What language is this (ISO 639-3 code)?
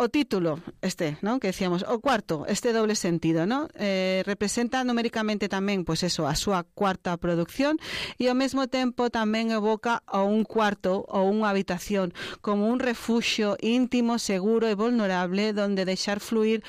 glg